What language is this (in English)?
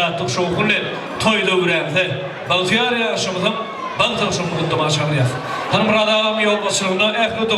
Turkmen